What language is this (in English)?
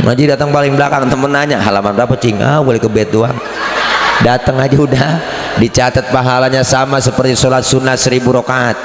Betawi